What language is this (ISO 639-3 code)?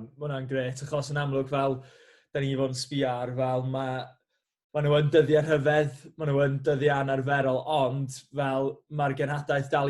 cym